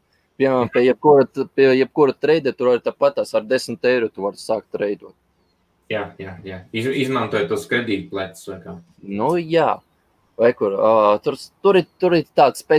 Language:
Latvian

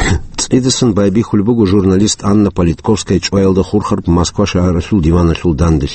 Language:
Avaric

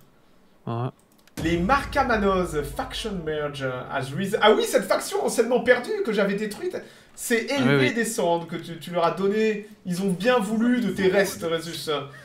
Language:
French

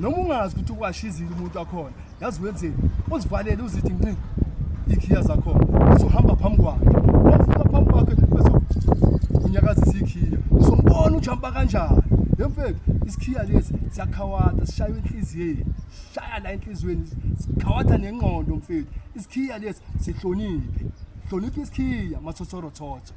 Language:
Zulu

